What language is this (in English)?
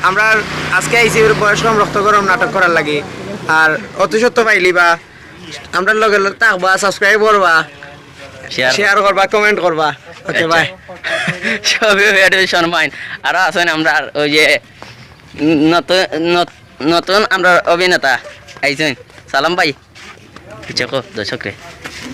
Sylheti